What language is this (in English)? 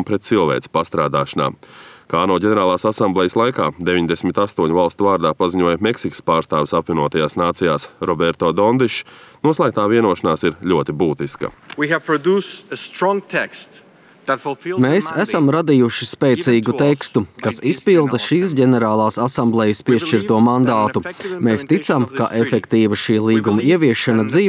Latvian